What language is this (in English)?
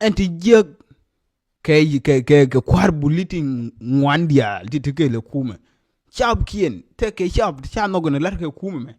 Nuer